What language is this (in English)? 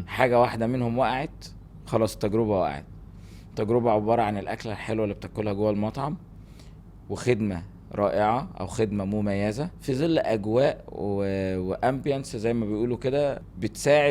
Egyptian Arabic